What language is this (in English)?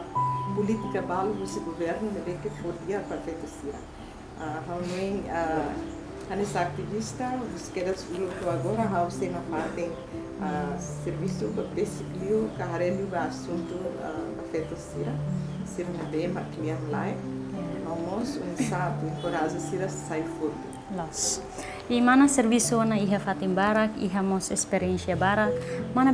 Tetum